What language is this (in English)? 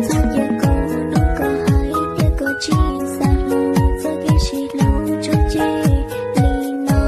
Hmong